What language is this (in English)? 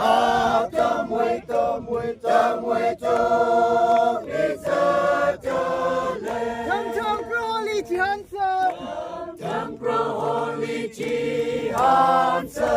Tangkhul Naga (India)